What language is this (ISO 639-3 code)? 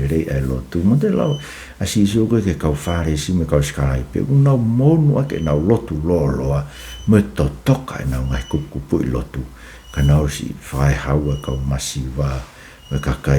ton